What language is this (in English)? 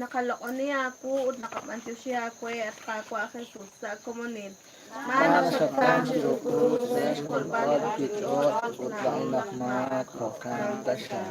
Kekchí